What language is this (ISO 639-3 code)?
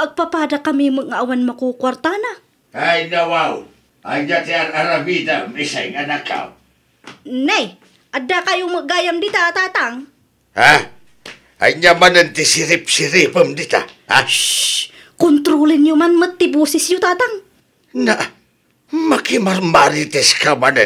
ilo